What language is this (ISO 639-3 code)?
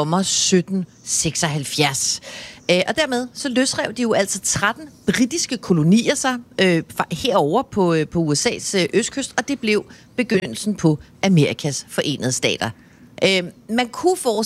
dan